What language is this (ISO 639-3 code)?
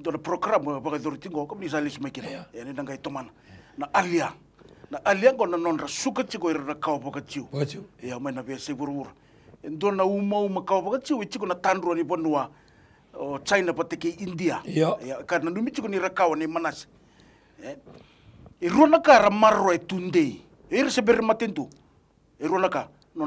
fij